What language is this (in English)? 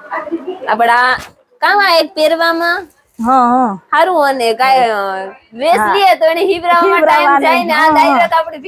Gujarati